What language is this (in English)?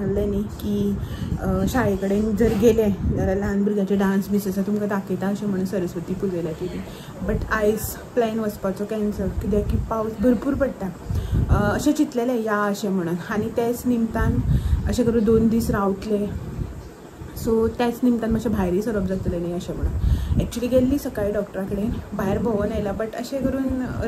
Konkani